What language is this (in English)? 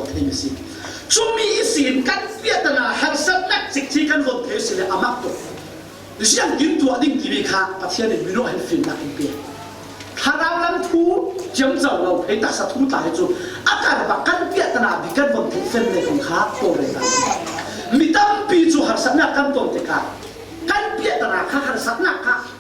Falam Chin